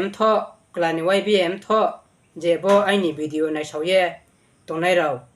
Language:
Riang (India)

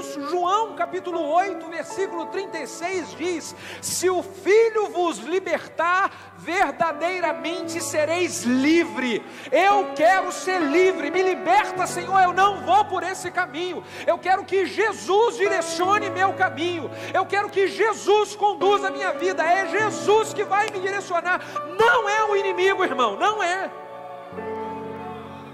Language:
Portuguese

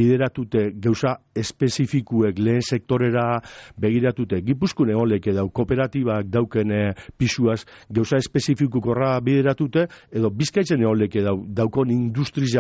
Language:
Basque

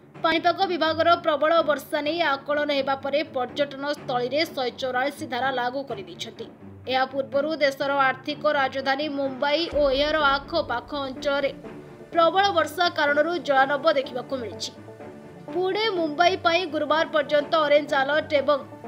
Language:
Odia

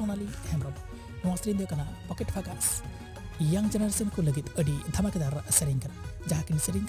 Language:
Santali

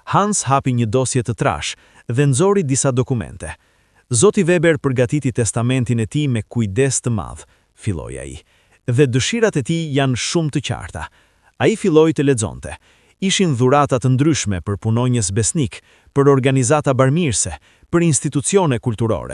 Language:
Albanian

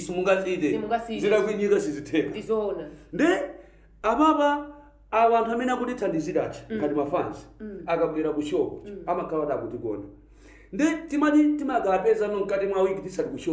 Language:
Nyanja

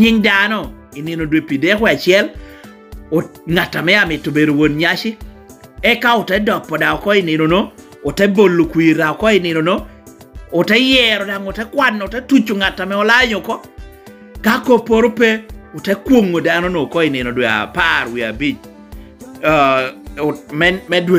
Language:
Lango (Uganda)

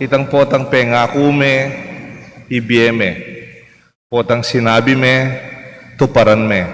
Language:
Pampanga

